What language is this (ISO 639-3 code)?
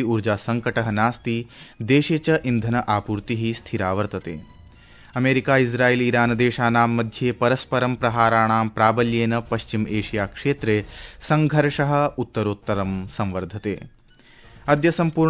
san